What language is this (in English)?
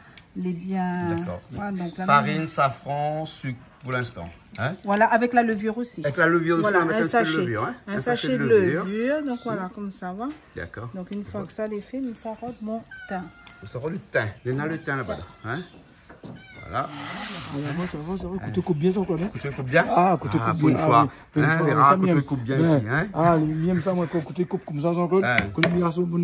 Réunion Creole French